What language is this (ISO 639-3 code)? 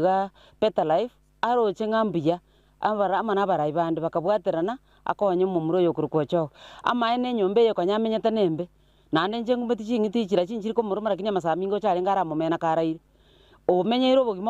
guz